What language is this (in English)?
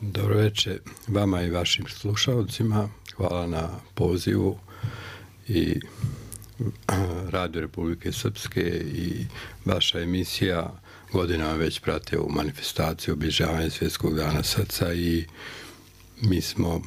Croatian